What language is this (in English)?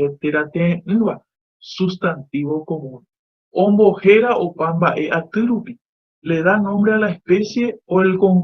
Guarani